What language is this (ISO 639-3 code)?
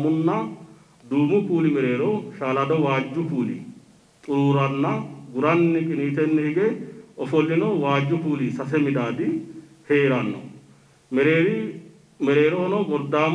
sid